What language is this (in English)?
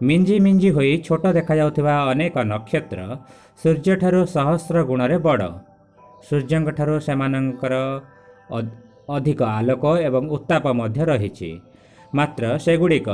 Odia